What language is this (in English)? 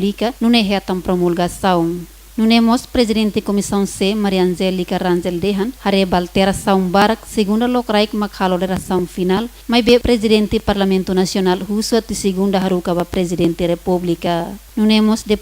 Tetum